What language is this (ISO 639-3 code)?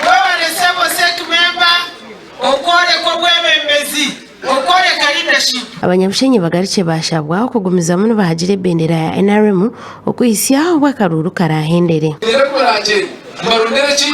nyn